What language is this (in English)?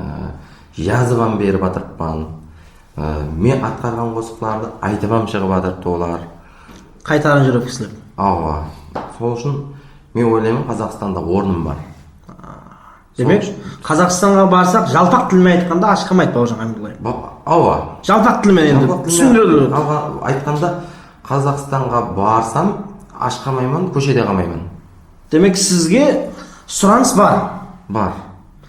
Kara-Kalpak